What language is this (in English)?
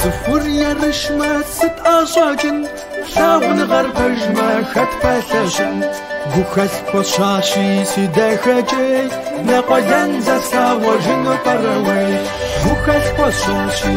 Kabardian